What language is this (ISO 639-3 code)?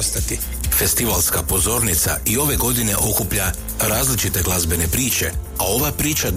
hrv